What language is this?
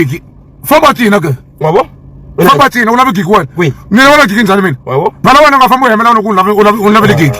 Tsonga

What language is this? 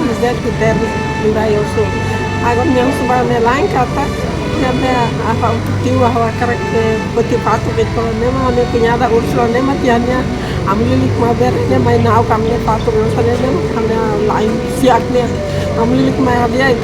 Tetum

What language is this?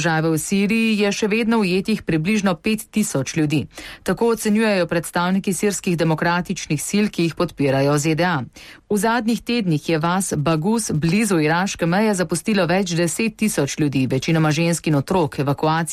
Slovenian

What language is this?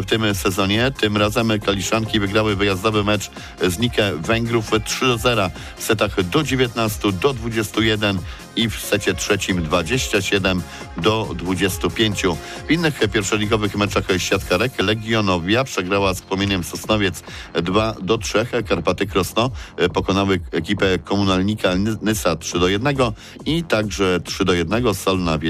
Polish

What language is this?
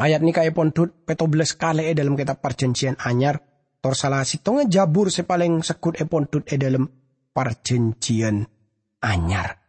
Madurese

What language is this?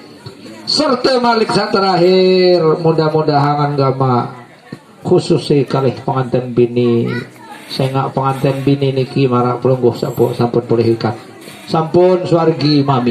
Sasak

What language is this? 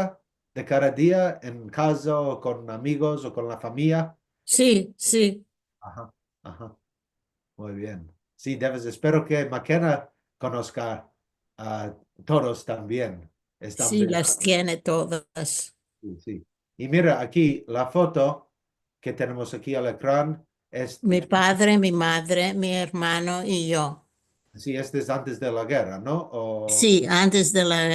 Ladino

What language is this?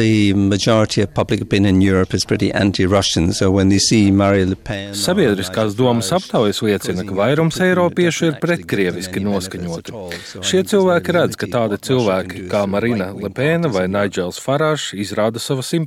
Latvian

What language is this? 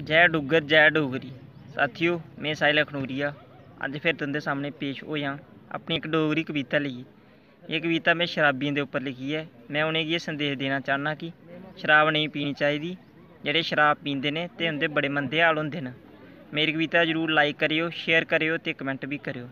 Dogri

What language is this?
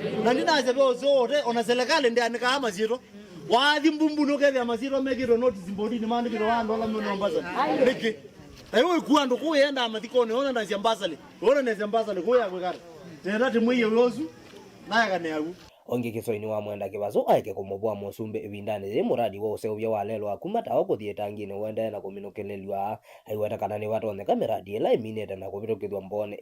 Kamba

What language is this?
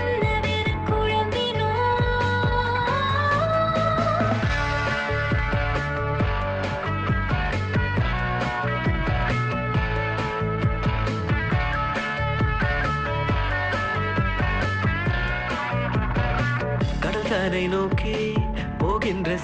Tamil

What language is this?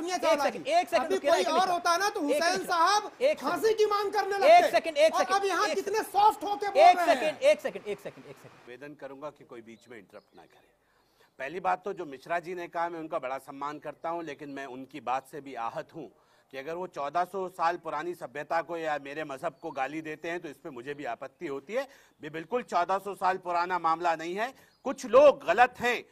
Hindi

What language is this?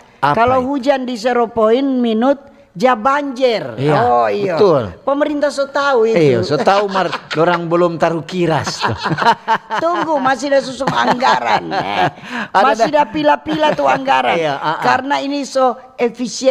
Manado Malay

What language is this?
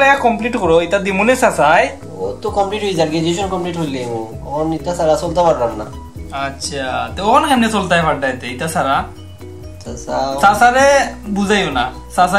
Sylheti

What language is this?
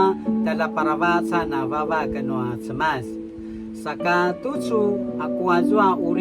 Paiwan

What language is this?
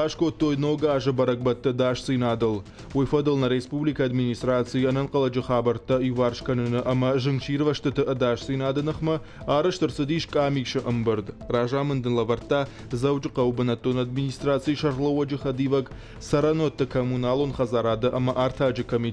Ossetic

